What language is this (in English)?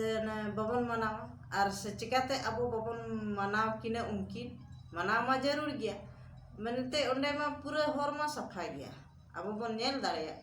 Santali